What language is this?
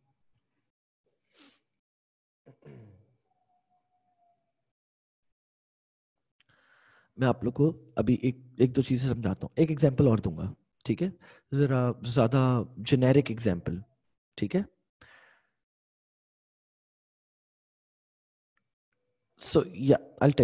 Hindi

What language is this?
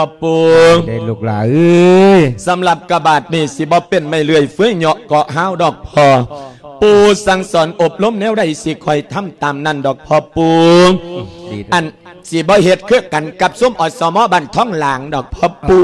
Lao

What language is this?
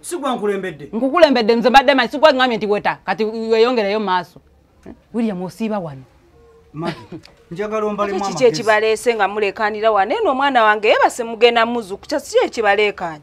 Ganda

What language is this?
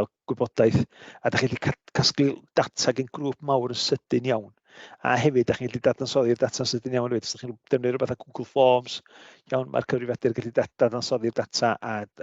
Welsh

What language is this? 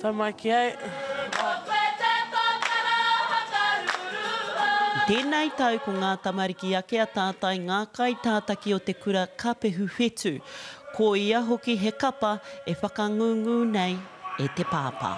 Māori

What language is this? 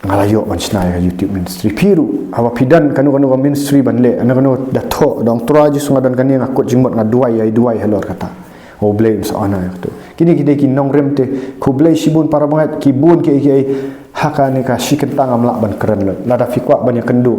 Khasi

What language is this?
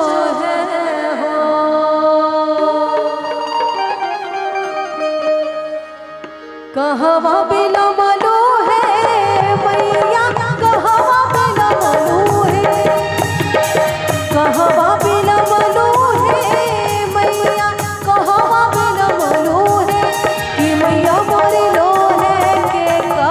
Bhojpuri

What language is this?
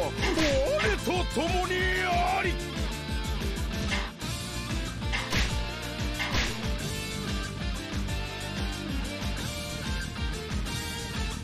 Japanese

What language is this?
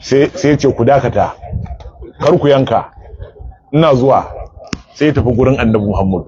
Hausa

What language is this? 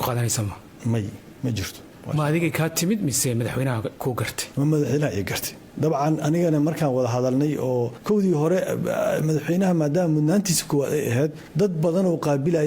Somali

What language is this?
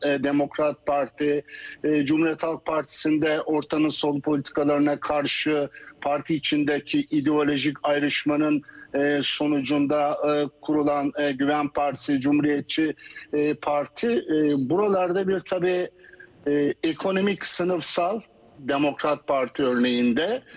Turkish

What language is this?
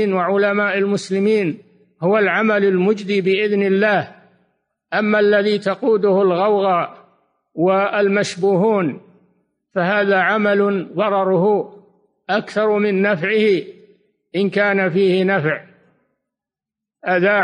Arabic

